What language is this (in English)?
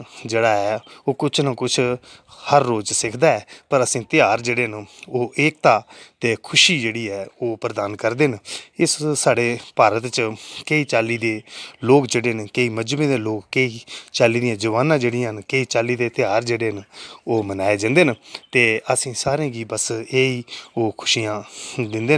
Dogri